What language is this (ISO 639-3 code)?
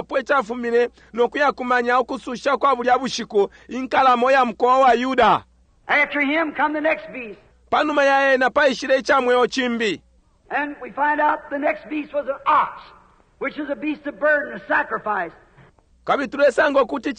bem